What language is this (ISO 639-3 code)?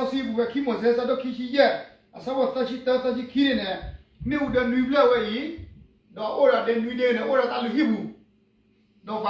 ksw